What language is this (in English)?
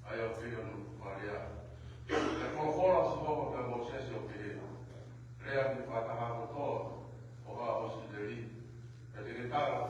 Tongan